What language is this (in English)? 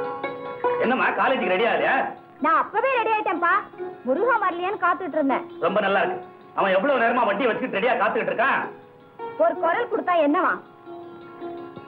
Tamil